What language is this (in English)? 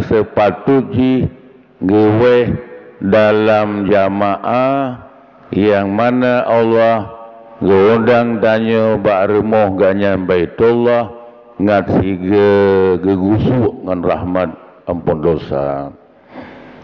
Achinese